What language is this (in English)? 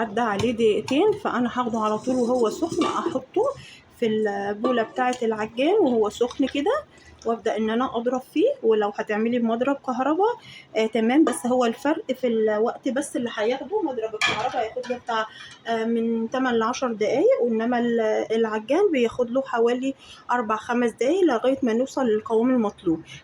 Egyptian Arabic